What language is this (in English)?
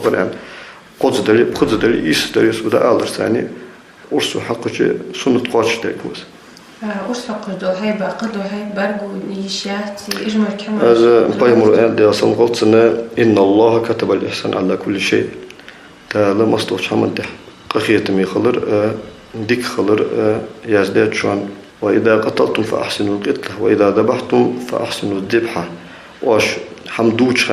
Ingush